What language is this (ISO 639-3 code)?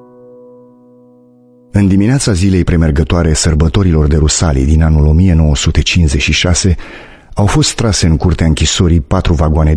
ron